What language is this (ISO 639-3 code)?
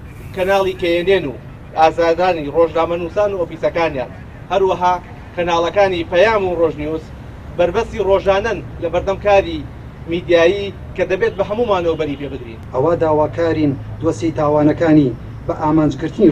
ckb